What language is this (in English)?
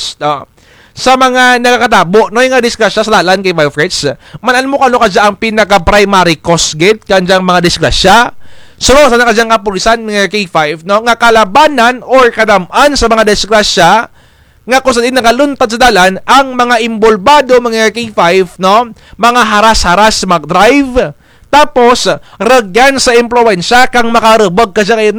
Kinaray-a